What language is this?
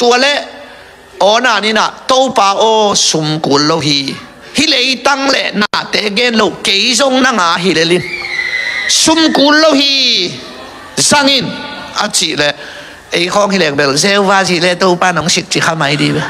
Tedim Chin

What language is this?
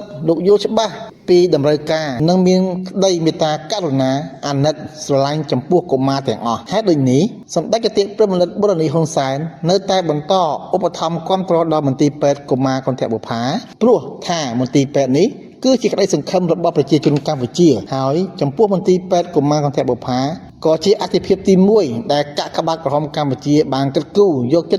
Khmer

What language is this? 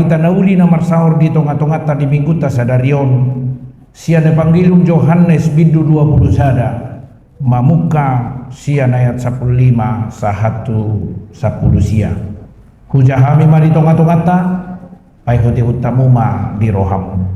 Batak Toba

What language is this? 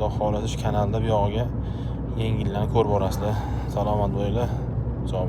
Uzbek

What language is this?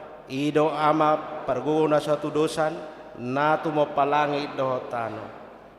Batak Toba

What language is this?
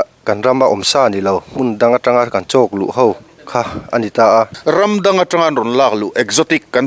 Mizo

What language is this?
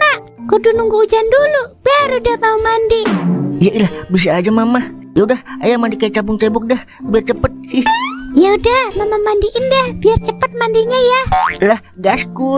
Betawi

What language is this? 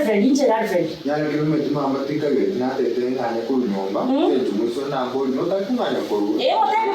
Gusii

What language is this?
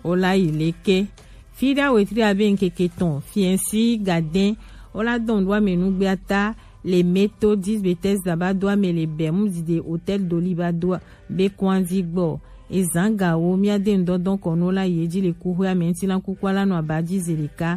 Gen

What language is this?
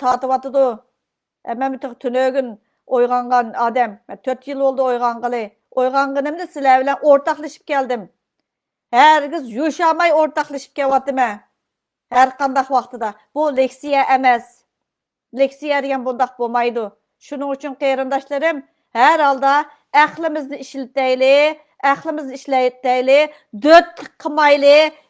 Uyghur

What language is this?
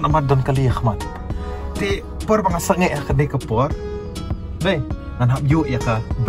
Khasi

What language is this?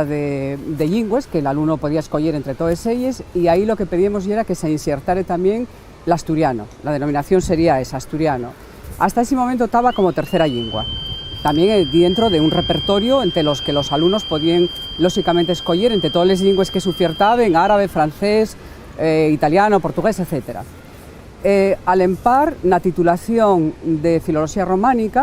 Asturian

